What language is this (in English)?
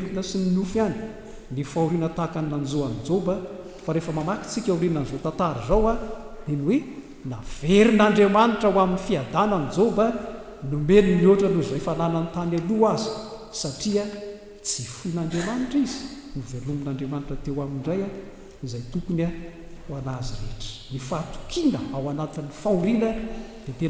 Malagasy